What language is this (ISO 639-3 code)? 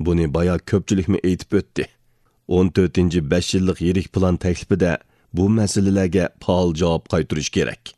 uig